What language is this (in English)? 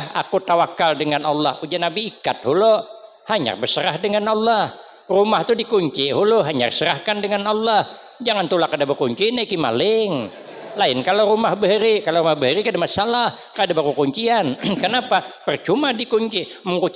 Banjar